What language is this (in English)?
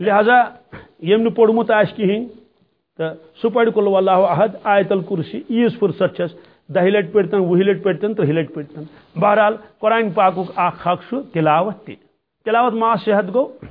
Kashmiri